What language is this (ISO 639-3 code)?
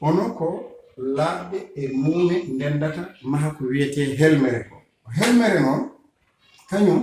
ful